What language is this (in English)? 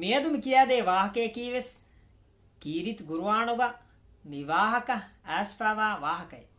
Divehi